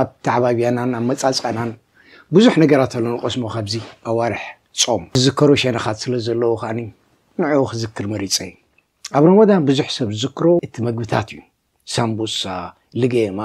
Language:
Tigrinya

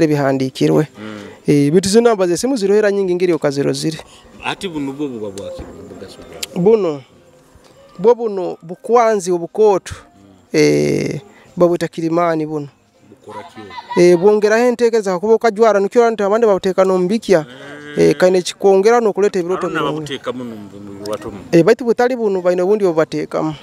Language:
Nyoro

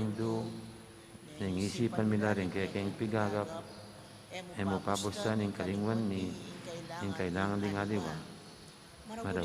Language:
Pampanga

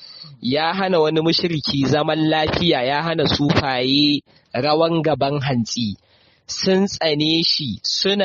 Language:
Hausa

